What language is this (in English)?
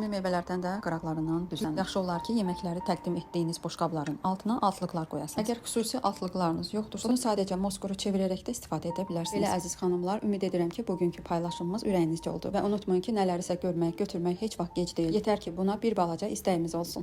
Azerbaijani